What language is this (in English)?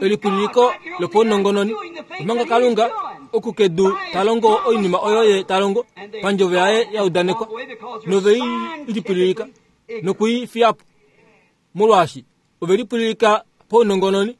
Kuanyama